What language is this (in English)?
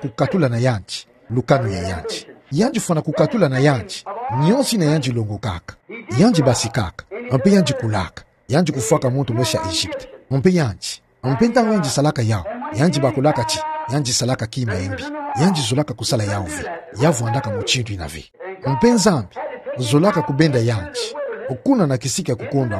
Kituba (Democratic Republic of Congo)